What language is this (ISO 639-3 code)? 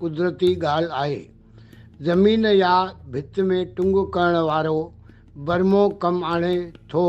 snd